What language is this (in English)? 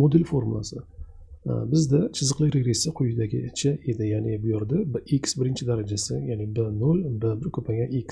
Uzbek